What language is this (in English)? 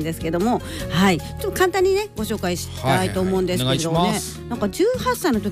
Japanese